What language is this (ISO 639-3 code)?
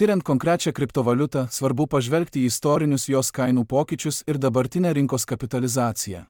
lit